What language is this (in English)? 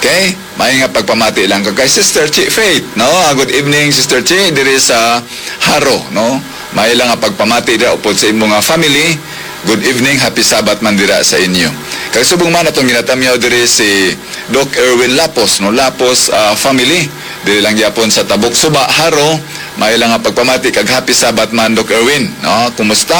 Hiligaynon